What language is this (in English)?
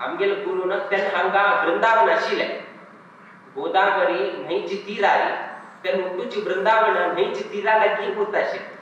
Konkani